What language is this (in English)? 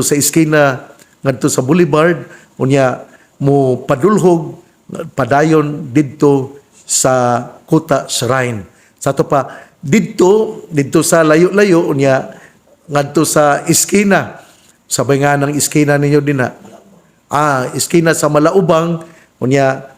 Cebuano